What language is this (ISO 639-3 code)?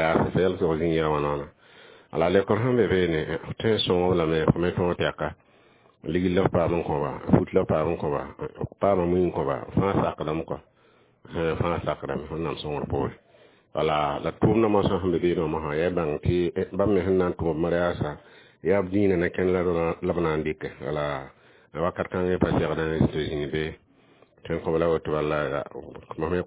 mos